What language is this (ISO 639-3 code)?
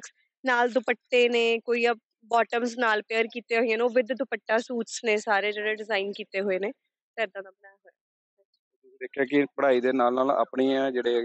pan